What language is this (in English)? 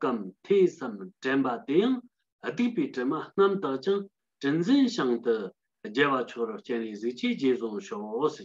Tibetan